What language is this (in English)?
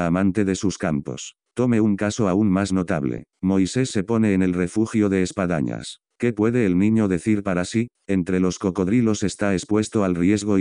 Spanish